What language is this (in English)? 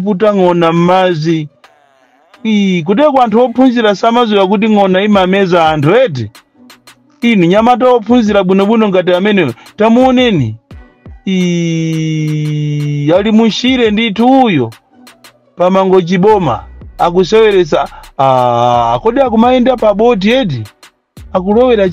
Nyanja